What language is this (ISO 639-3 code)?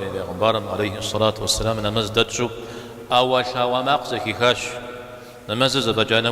kbd